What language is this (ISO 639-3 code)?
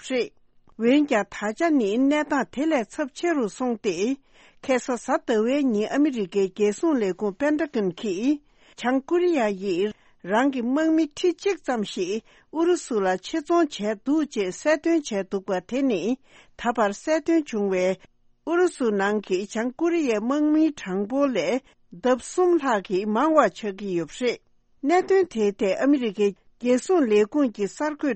bod